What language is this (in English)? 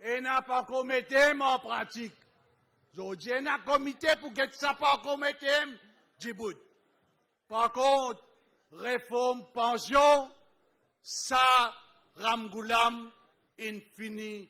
Morisyen